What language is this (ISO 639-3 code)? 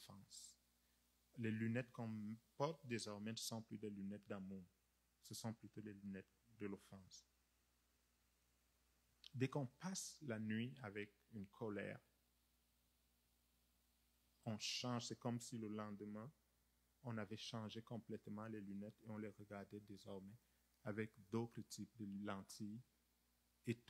fra